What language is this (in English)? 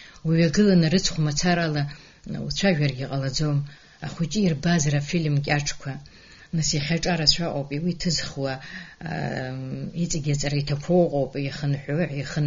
Abkhazian